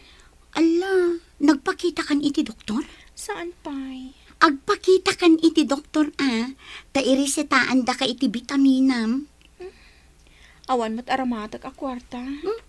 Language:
Iloko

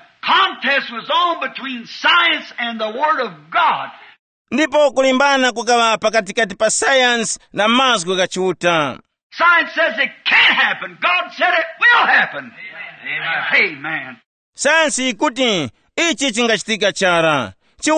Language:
Tumbuka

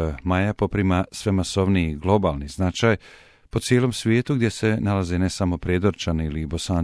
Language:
Bosnian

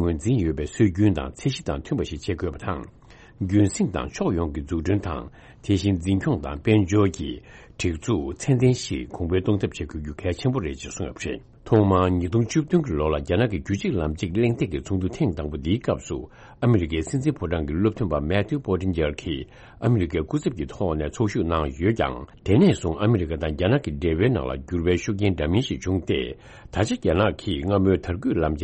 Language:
Tibetan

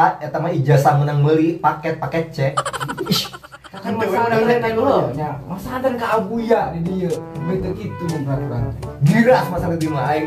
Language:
Sundanese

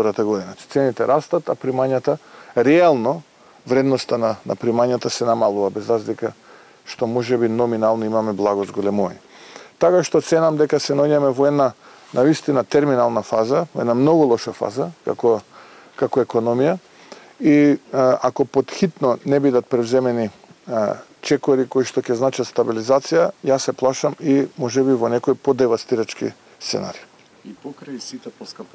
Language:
Macedonian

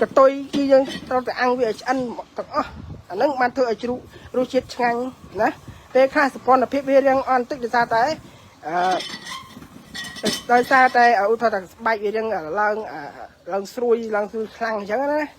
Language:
Khmer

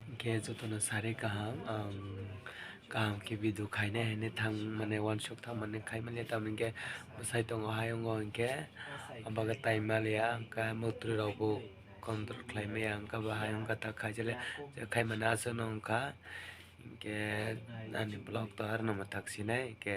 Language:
Kok Borok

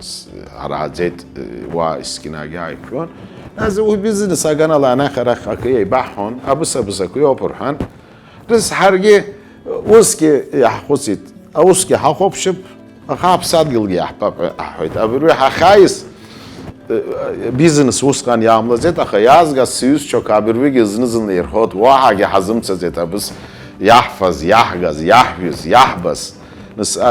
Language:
Abkhazian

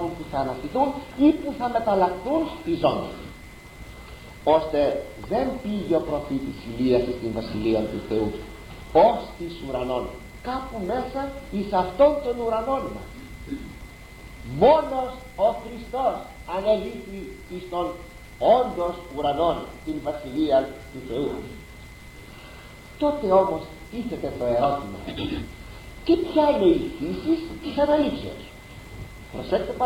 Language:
Greek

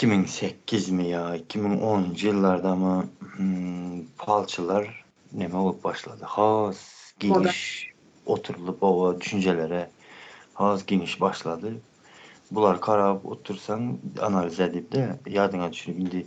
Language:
Turkmen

